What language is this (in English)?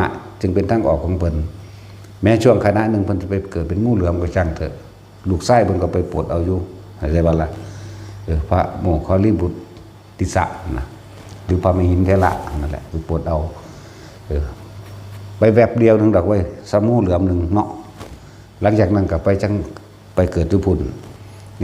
Northeastern Thai